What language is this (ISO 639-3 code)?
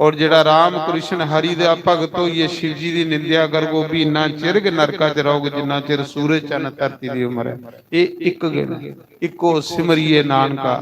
doi